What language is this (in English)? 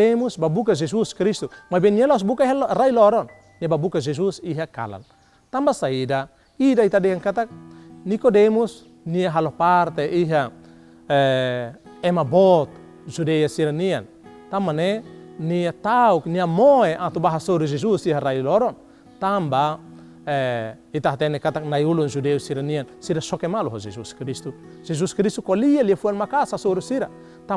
Tetum